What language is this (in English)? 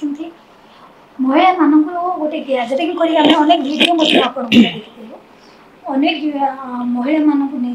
Odia